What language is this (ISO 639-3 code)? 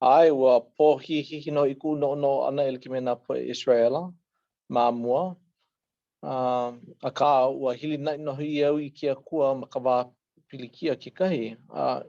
haw